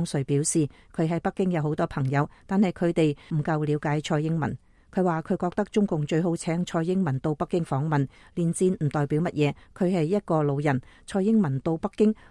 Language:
Cantonese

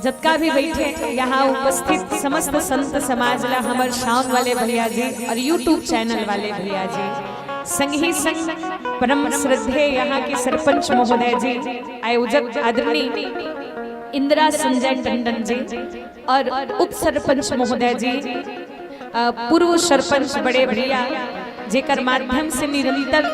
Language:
Chhattisgarhi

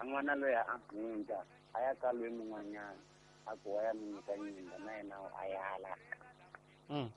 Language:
Tsonga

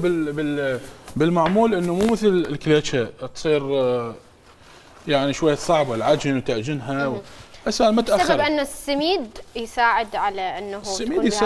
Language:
Mesopotamian Arabic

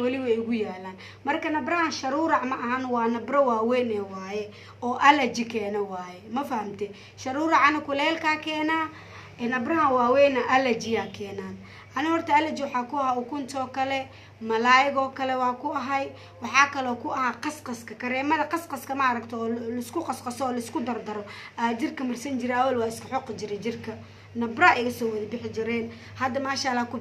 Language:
Somali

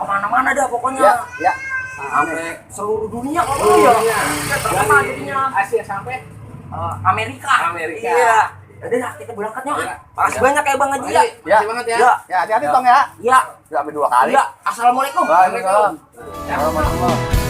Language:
Betawi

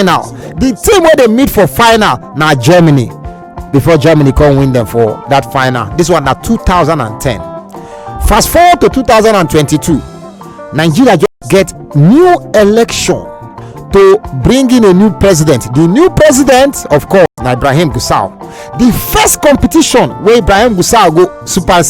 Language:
Nigerian Pidgin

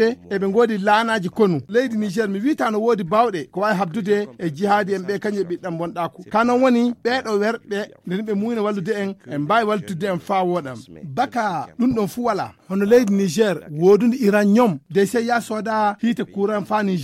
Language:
Fula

